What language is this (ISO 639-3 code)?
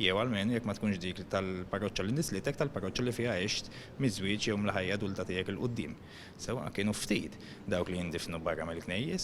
mlt